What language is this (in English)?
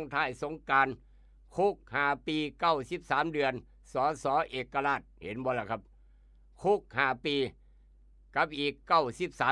Northeastern Thai